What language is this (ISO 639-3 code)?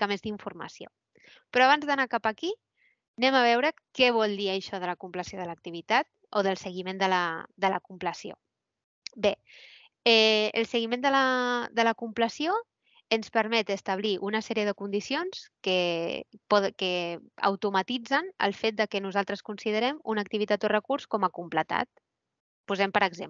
cat